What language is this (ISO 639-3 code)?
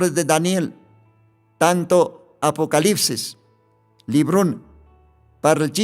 aym